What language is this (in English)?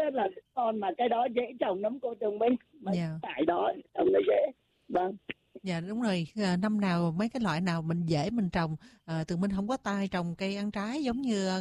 Vietnamese